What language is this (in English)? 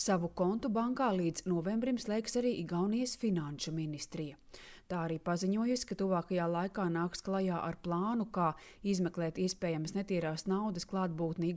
Latvian